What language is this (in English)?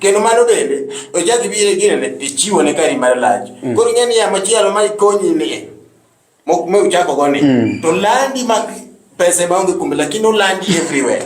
Luo (Kenya and Tanzania)